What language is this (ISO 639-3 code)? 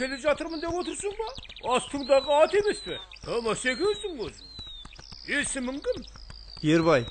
kaa